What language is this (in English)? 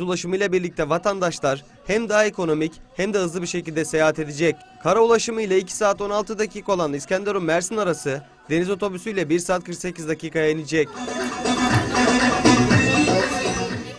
Turkish